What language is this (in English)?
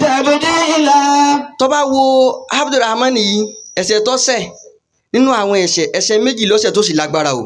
Yoruba